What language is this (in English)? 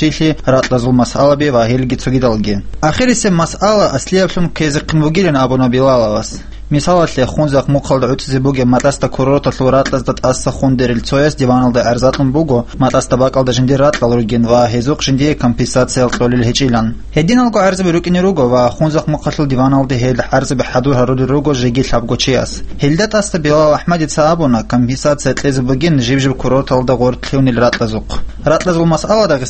Avaric